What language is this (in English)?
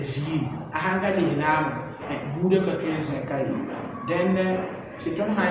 Mossi